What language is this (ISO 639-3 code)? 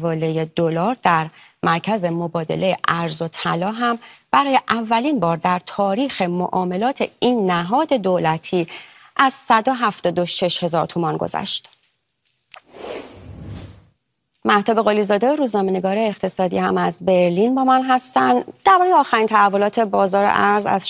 fas